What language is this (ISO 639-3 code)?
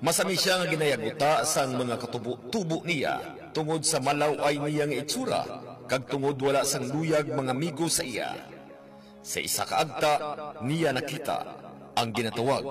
hil